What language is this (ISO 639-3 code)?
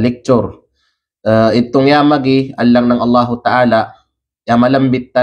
kqe